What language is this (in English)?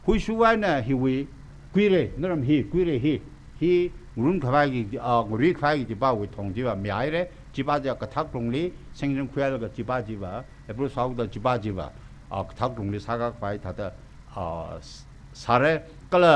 Tangkhul Naga (India)